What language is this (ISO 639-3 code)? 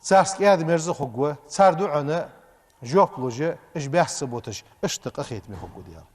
inh